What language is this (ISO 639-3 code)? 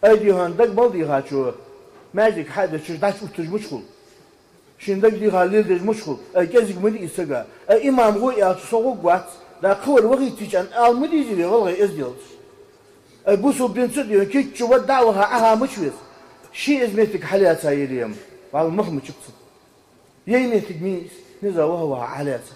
inh